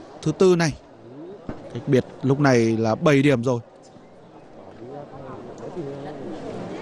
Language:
Vietnamese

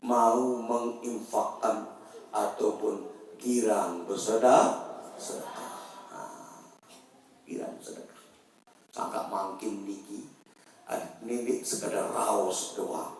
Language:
Sasak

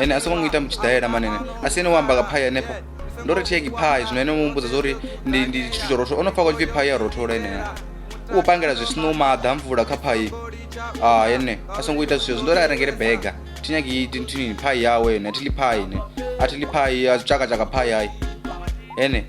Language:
Venda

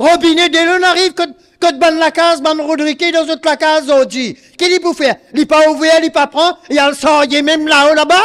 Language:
Morisyen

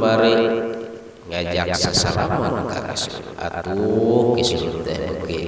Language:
Sundanese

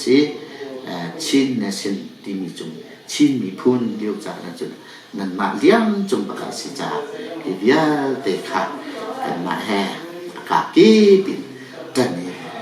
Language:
Hakha Chin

